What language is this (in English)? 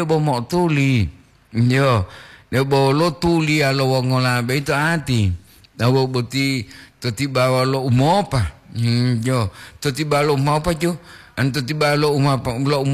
Gorontalo